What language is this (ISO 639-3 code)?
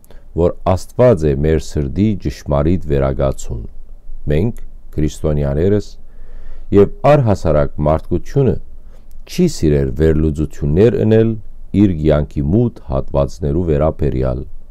hyw